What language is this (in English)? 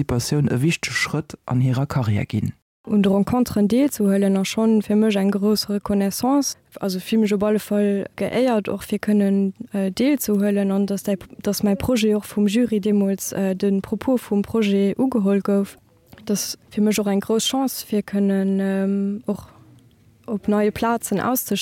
Luxembourgish